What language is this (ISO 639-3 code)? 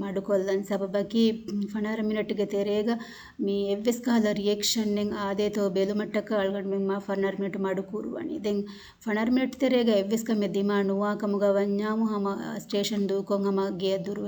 div